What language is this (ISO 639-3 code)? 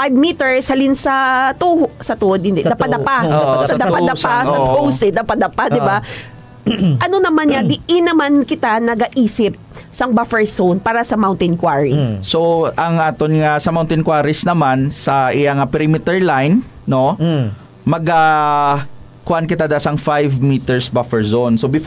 hil